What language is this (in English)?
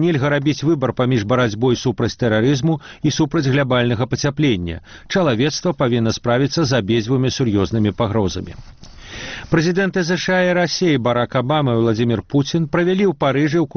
Belarusian